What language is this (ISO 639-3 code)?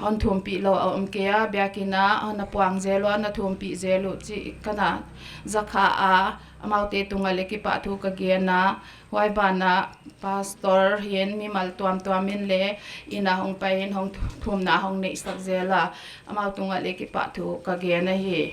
pck